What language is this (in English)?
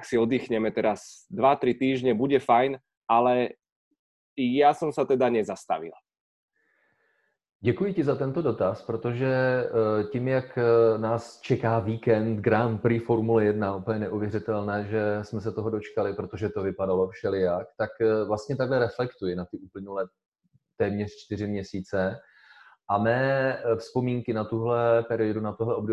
Slovak